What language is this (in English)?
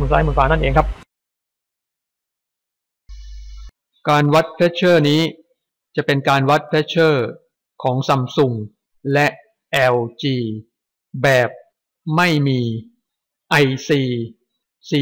Thai